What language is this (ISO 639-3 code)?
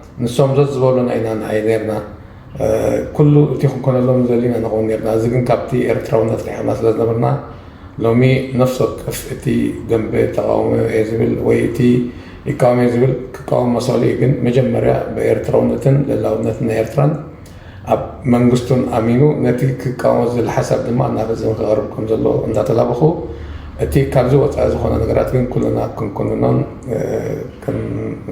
tir